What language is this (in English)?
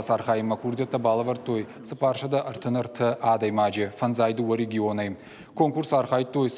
Ossetic